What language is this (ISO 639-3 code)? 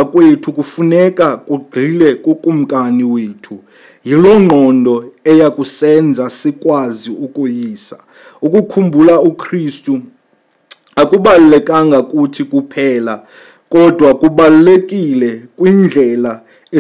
xho